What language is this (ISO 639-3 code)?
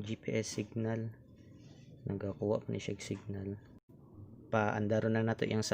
ceb